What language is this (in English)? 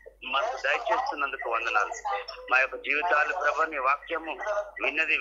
Telugu